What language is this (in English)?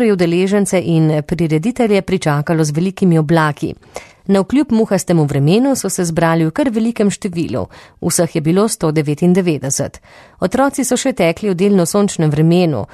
Slovenian